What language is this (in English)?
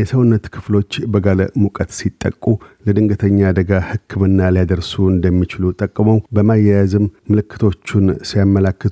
Amharic